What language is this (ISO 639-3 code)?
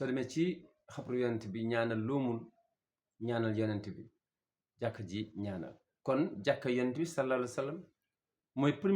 wol